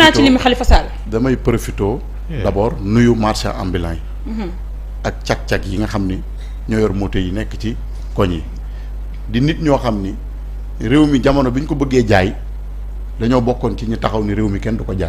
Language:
Wolof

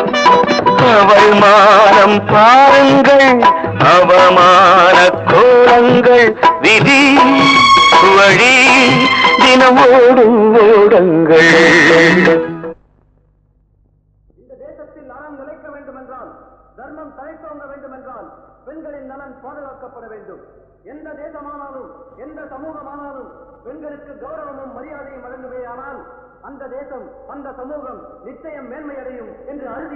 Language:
Tamil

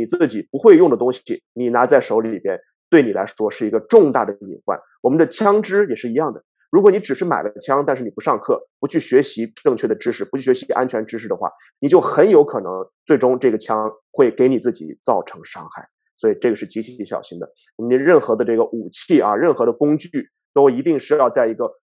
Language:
Chinese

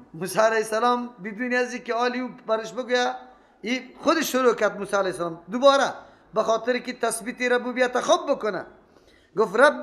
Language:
Persian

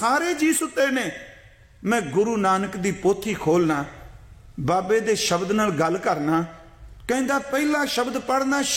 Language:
Punjabi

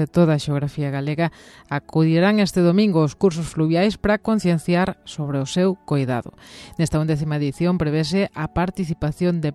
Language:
Galician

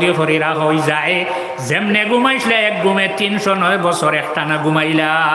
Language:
Sylheti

